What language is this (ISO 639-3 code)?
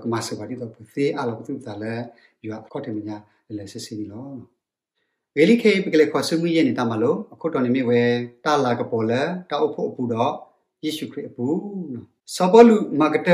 ksw